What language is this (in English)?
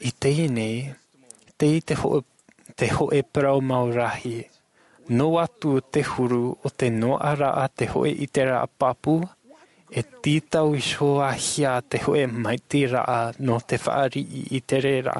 Tahitian